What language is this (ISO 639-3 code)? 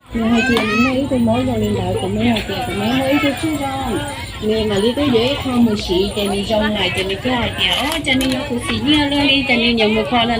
hmn